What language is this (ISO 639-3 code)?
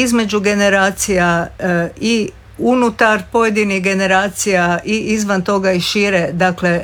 hrv